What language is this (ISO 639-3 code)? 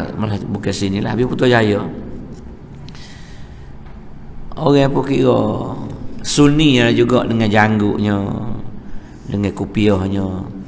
msa